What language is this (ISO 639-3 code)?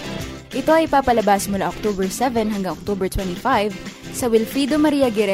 fil